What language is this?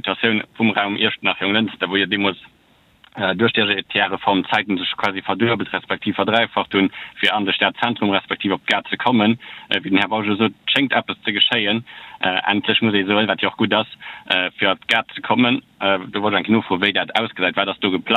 Luxembourgish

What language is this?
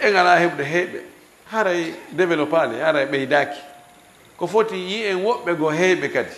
Fula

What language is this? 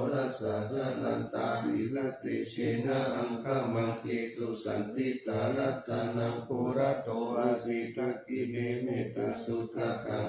Pali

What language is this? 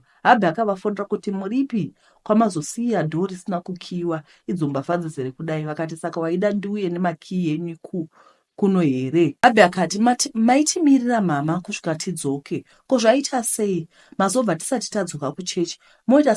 Shona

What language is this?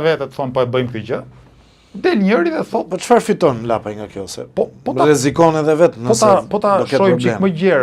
Albanian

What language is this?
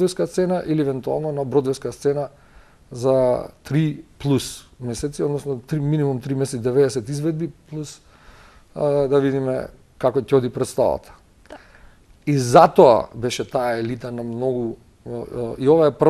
Macedonian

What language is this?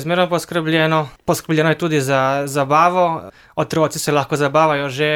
Slovenian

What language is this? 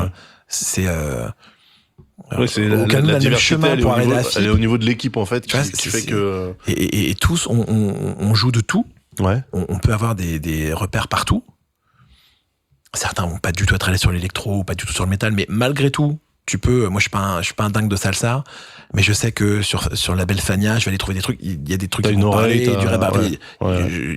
French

